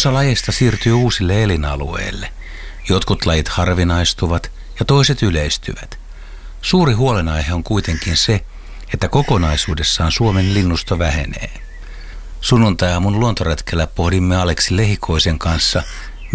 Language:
Finnish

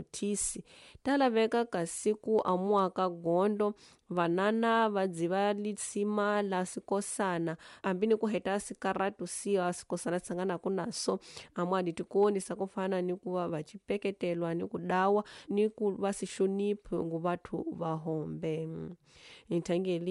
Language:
Tsonga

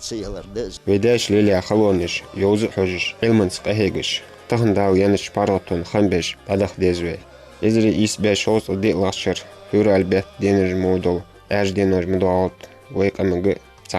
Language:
Ingush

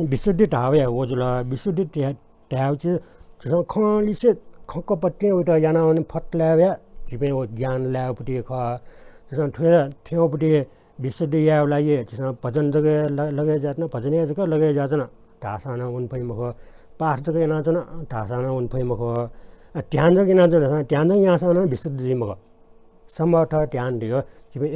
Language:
Newari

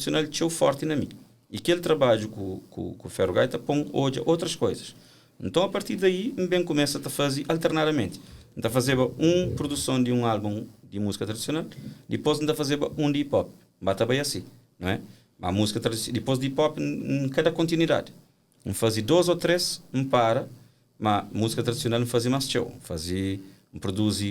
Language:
Kabuverdianu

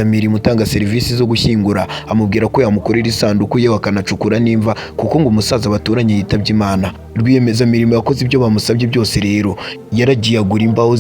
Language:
Kinyarwanda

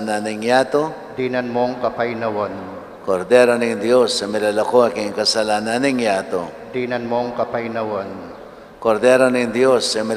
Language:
Pampanga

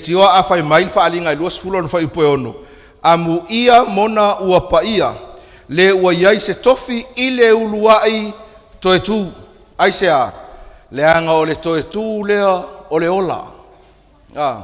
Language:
Samoan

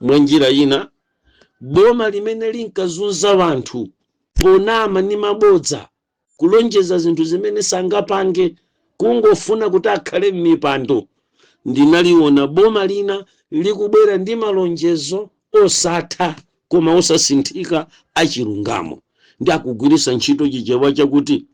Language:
Nyanja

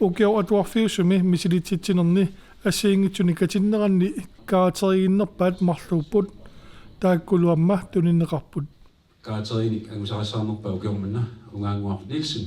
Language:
Kalaallisut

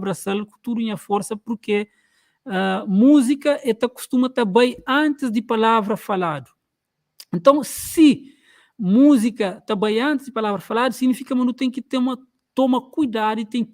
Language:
Kabuverdianu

